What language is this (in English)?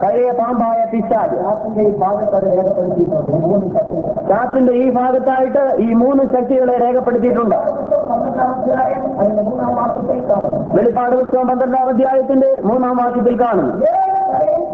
Malayalam